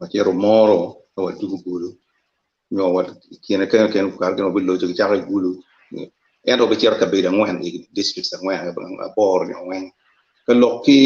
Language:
Acoli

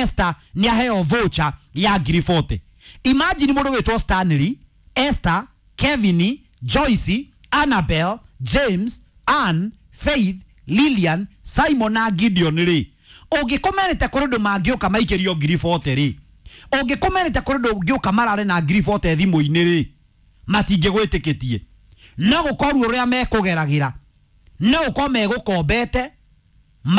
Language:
Kikuyu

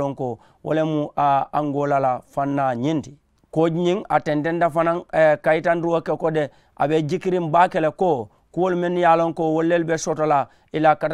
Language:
Mandingo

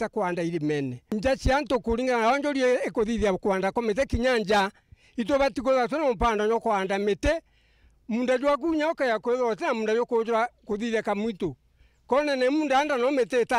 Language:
Meru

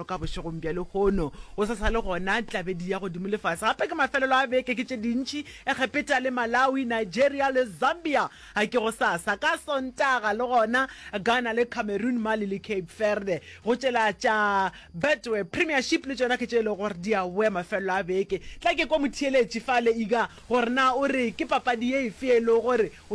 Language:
Northern Sotho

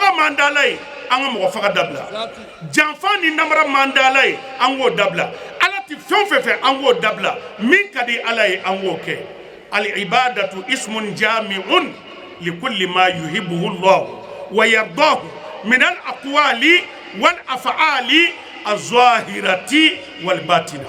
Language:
Bambara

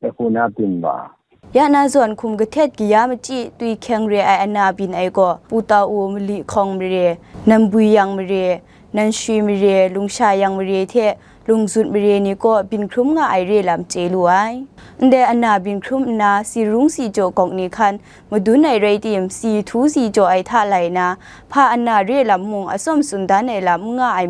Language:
Kachin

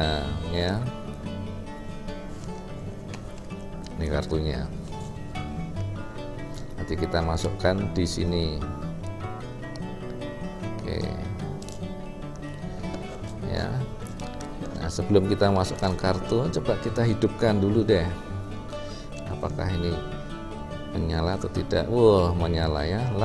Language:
Indonesian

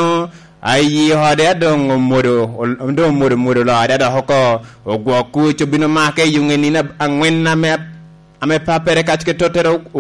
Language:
Lango (Uganda)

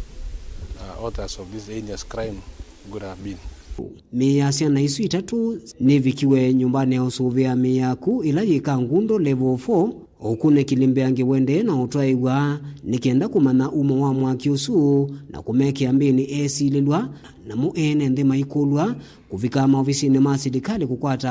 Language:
Kamba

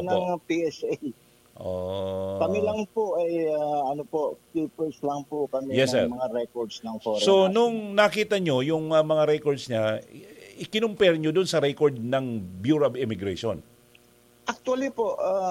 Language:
Filipino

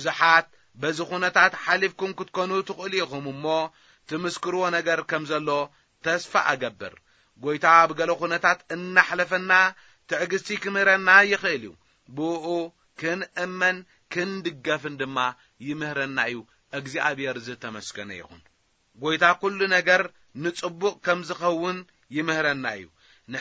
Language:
Tigrinya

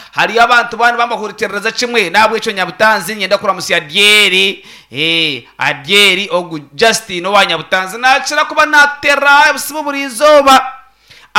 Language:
Nyankole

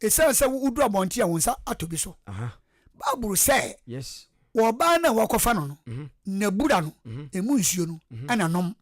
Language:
Akan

